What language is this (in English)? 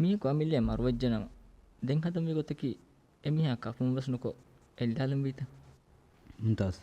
Divehi